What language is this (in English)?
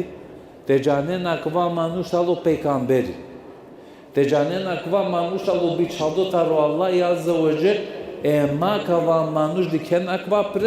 Balkan Romani